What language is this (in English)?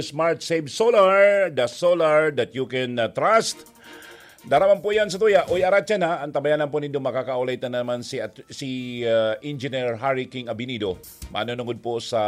Bikol